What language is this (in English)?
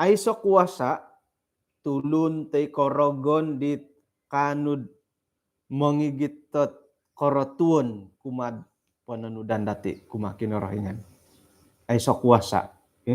Central Dusun